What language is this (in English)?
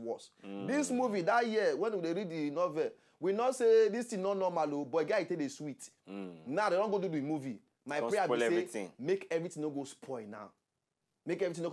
Nigerian Pidgin